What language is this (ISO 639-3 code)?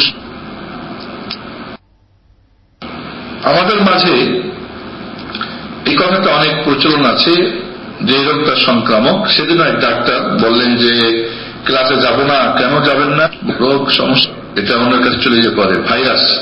ben